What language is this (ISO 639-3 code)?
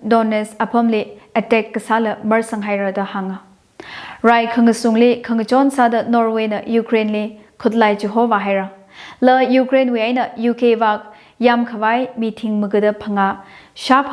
nmf